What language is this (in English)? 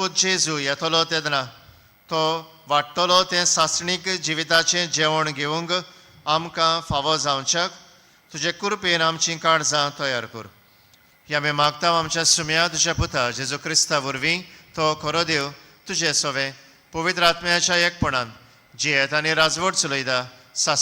Konkani